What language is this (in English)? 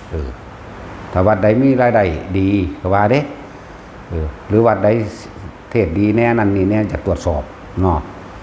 Northeastern Thai